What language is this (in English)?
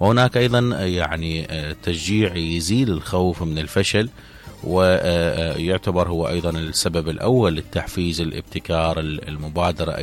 Mesopotamian Arabic